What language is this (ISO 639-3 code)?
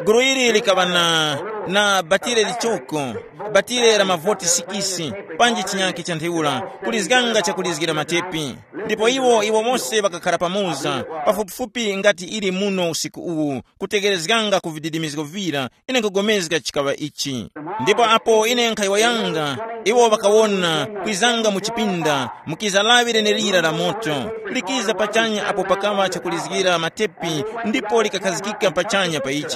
tum